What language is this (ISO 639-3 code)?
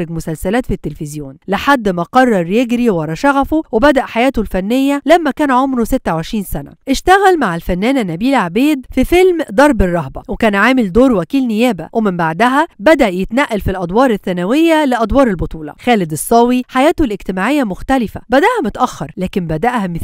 arz